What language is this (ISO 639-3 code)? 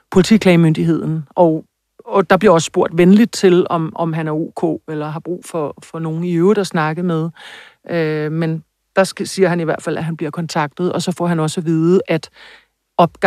dan